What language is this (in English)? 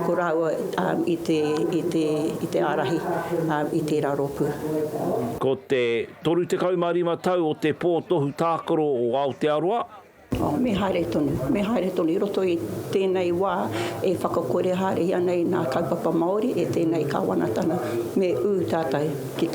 Māori